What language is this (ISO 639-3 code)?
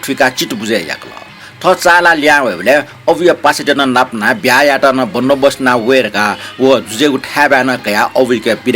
new